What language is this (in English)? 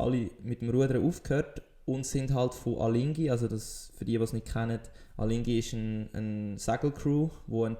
Swiss German